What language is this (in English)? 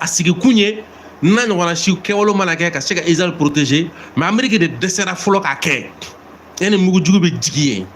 Bambara